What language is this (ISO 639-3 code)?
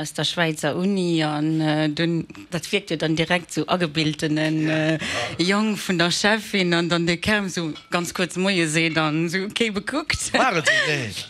ltz